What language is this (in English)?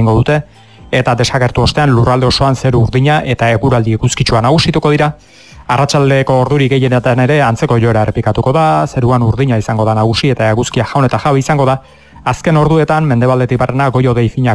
Basque